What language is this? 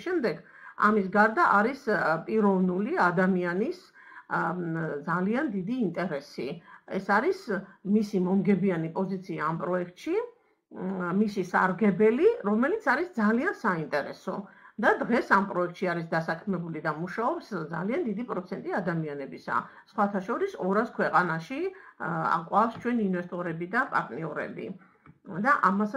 Georgian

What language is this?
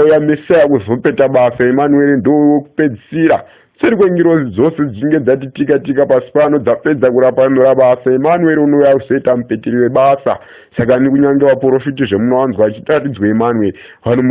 Shona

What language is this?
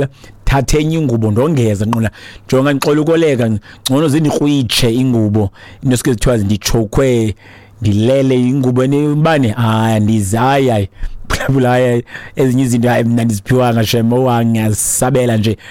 Xhosa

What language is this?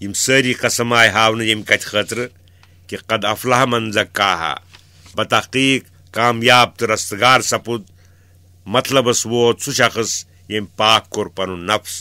Kashmiri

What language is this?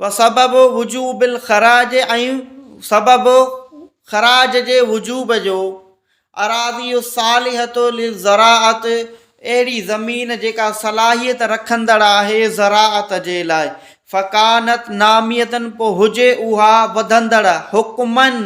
Sindhi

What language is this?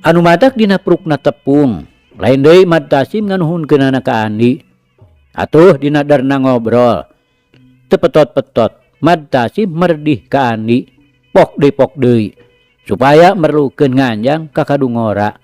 Sundanese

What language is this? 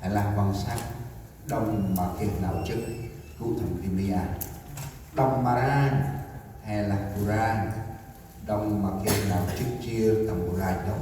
Central Mnong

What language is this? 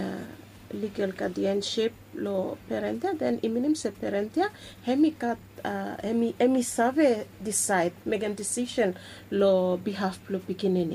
Bislama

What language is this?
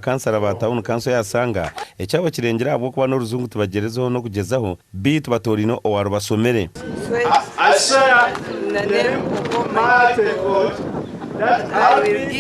Nyankole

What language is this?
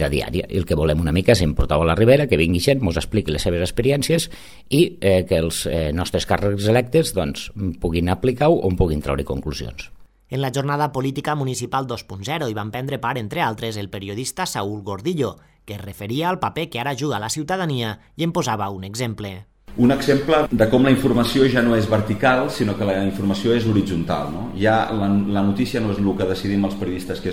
Catalan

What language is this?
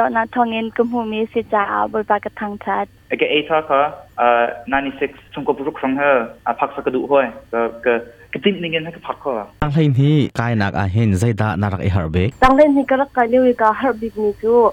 Hakha Chin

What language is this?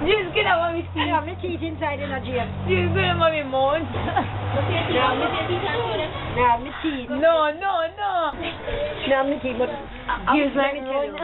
Jamaican Creole English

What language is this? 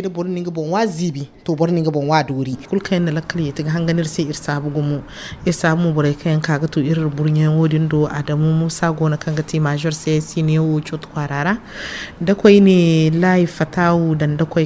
Zarma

